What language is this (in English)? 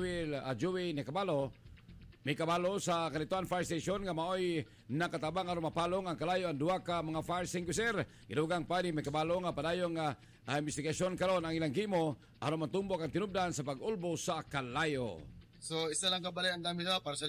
Cebuano